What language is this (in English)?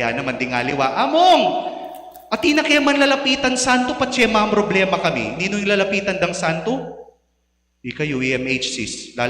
Pampanga